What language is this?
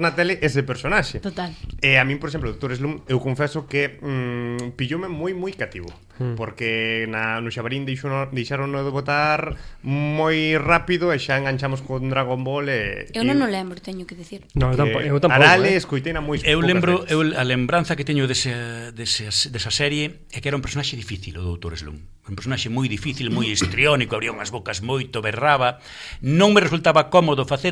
Galician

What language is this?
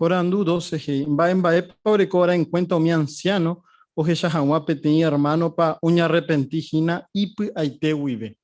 Guarani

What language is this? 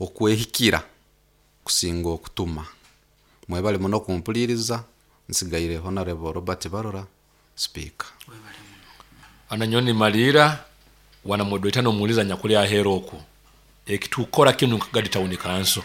Nyoro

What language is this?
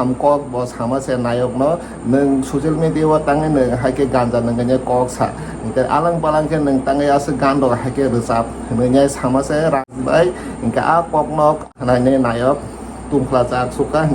Kok Borok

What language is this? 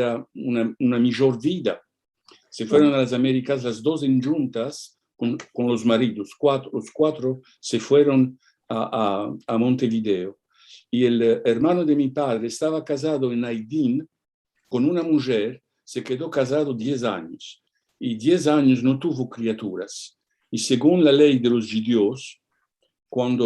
Ladino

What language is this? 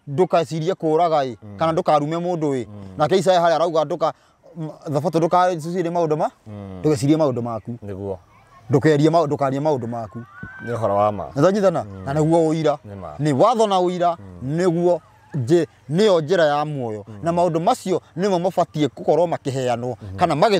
Kikuyu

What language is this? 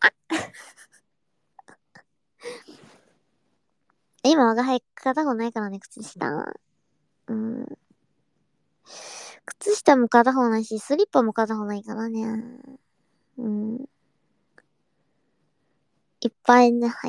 Japanese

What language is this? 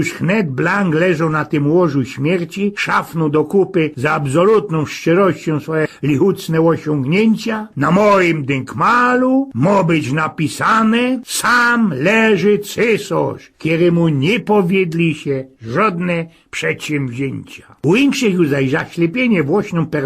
Silesian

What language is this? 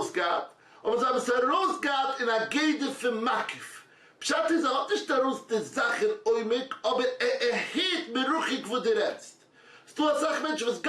Yiddish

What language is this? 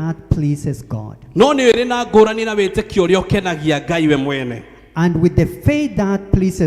Kikuyu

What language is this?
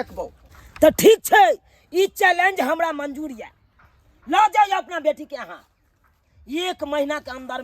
Maithili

